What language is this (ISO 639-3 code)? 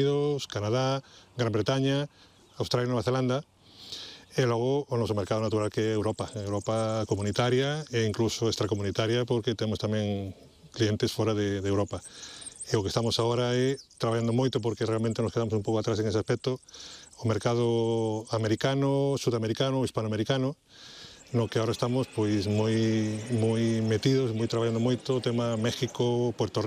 glg